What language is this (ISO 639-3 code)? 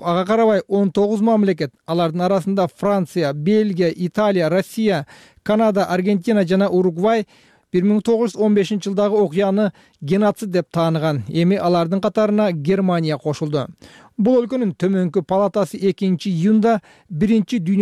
kir